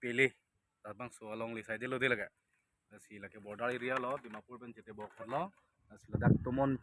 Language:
Karbi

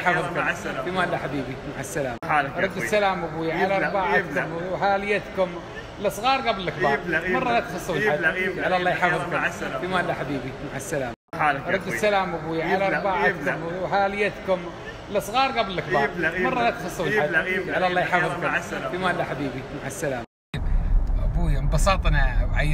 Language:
Gulf Arabic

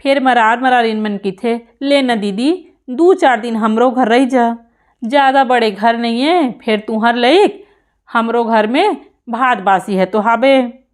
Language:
Chhattisgarhi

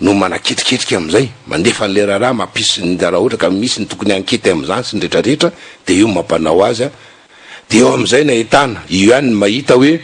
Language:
Malagasy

